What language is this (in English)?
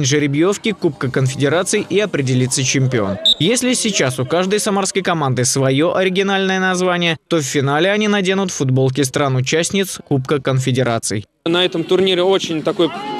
Russian